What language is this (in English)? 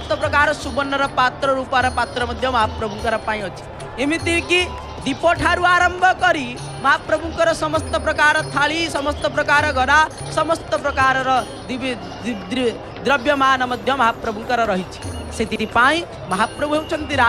Odia